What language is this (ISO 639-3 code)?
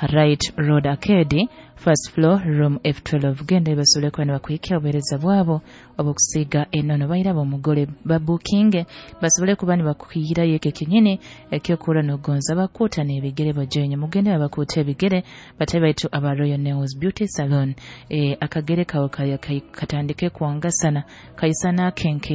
nyo